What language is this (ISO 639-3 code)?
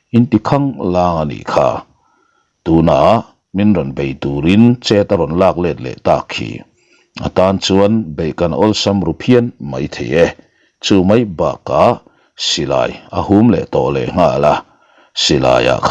lus